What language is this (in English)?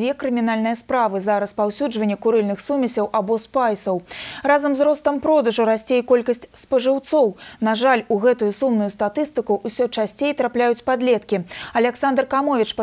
Belarusian